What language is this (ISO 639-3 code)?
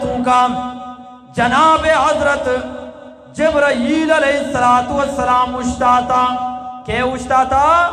bgp